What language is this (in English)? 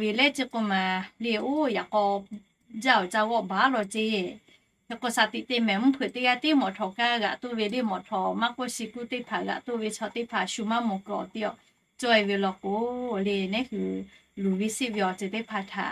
Lahu